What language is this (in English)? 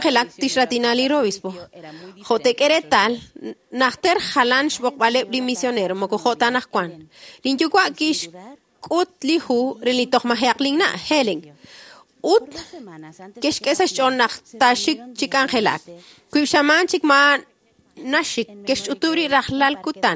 Kekchí